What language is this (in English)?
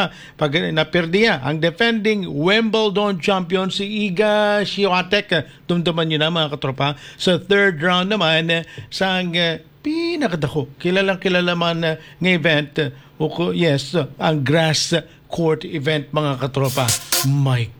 Hiligaynon